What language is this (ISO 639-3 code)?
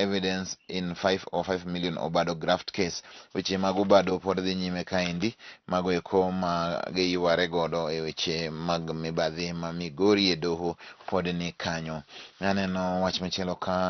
luo